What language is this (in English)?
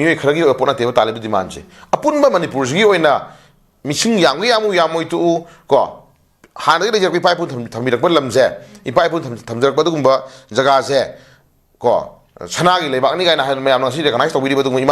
Manipuri